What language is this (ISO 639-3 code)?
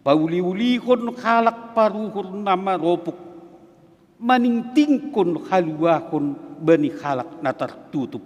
bts